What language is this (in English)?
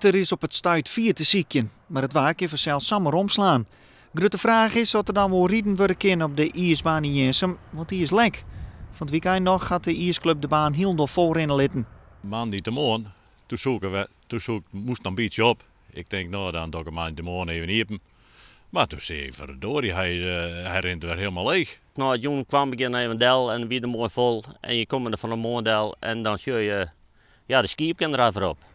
Western Frisian